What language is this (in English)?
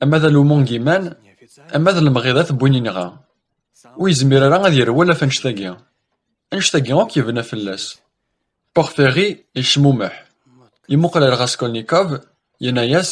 Kabyle